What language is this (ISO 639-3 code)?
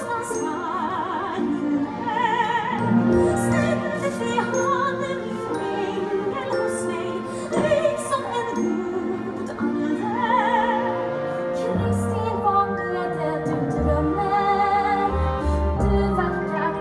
swe